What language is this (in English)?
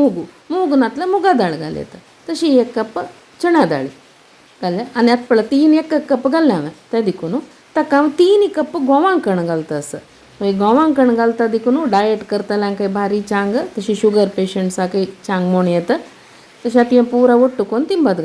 Konkani